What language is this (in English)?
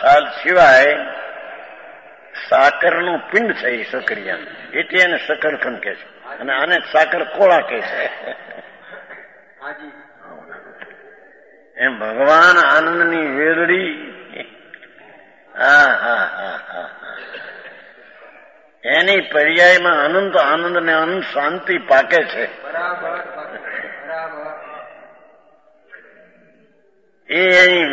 Gujarati